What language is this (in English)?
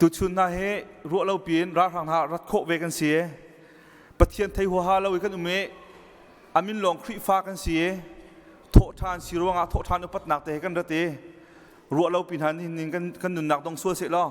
Hakha Chin